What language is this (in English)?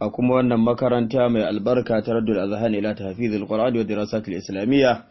Hausa